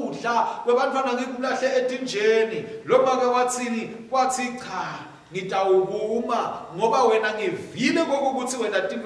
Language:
Swati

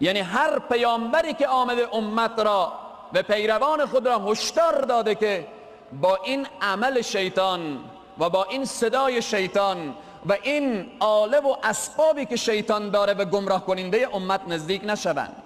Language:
Persian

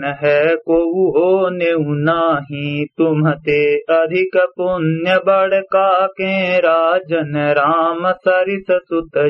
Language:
Awadhi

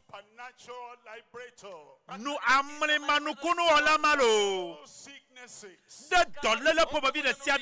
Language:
Ewe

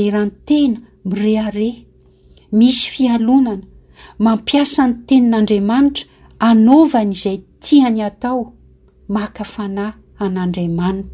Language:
Malagasy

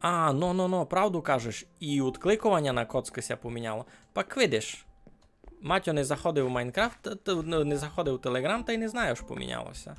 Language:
Rusyn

